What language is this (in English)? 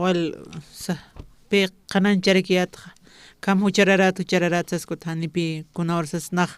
Aymara